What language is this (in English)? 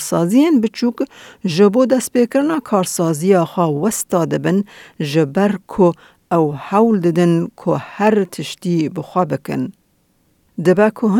Kurdish